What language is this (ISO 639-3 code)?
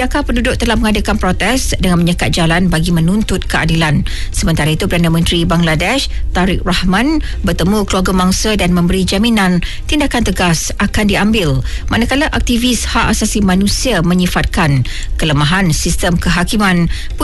msa